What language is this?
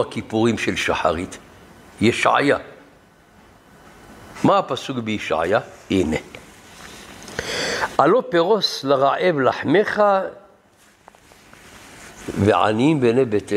Hebrew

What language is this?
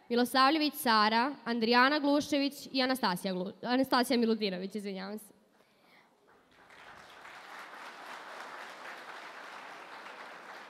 Serbian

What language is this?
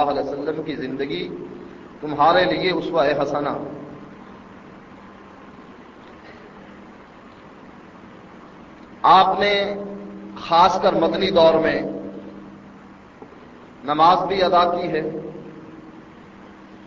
Urdu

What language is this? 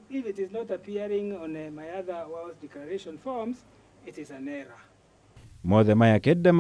Kikuyu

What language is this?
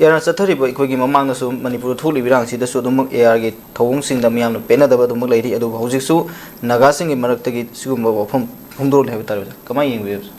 Manipuri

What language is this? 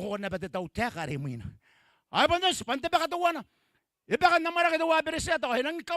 Gilbertese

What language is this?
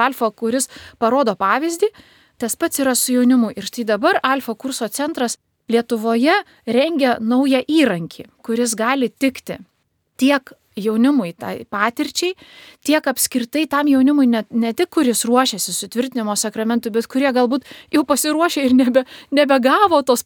Lithuanian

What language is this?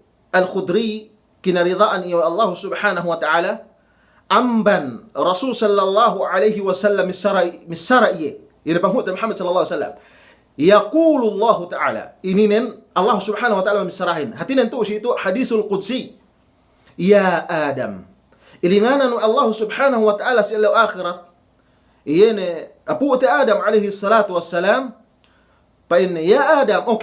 Yakan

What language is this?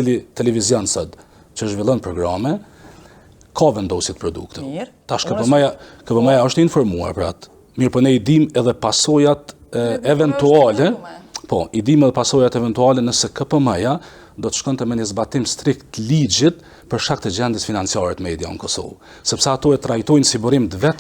Albanian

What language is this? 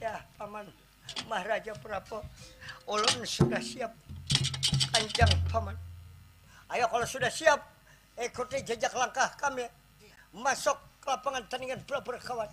Banjar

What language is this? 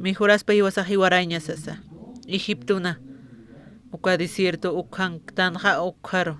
Aymara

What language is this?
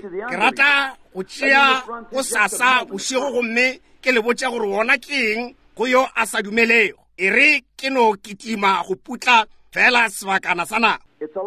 Northern Sotho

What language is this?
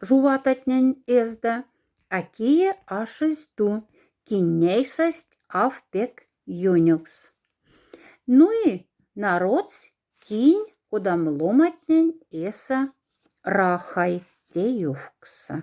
Moksha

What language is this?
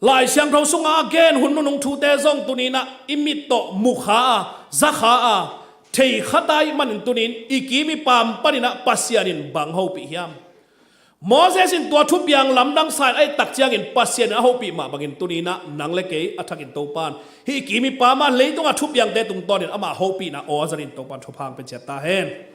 Tedim Chin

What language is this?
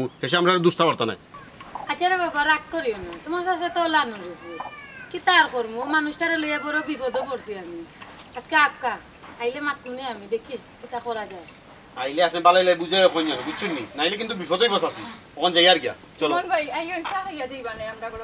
Sylheti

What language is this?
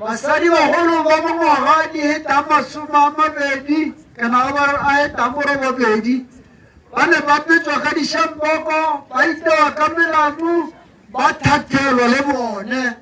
Tswana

